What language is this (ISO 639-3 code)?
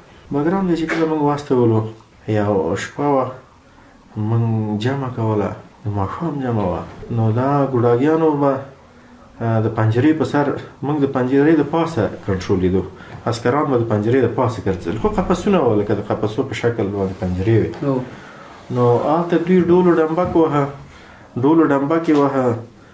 pus